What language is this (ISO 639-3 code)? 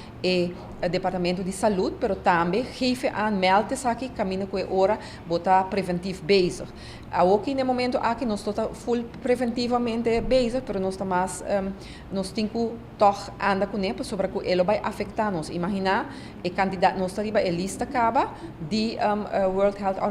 pap